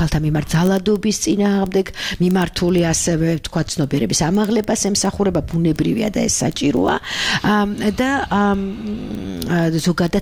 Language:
Georgian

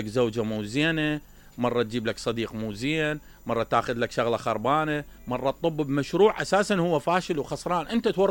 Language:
Mesopotamian Arabic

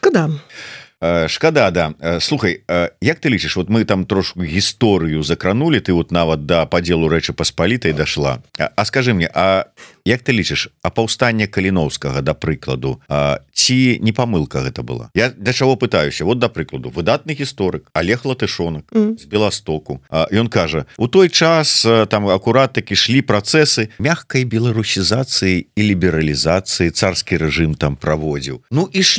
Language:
Belarusian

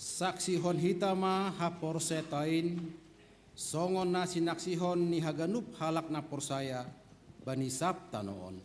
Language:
Batak Simalungun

